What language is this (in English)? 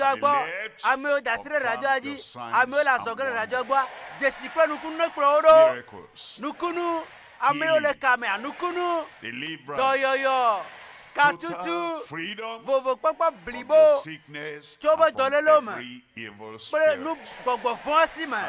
Ewe